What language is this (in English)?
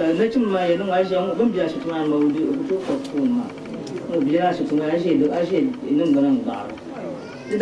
Dagbani